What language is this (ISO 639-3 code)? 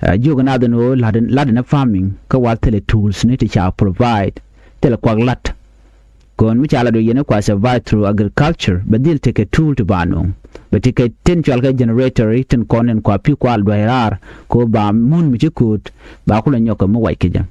nus